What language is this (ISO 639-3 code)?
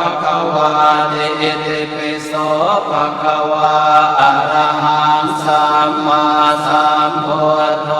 pli